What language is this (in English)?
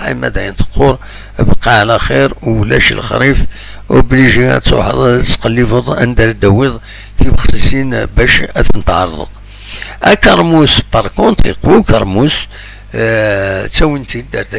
Kabyle